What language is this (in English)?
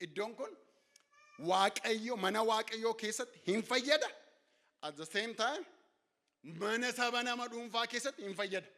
Oromo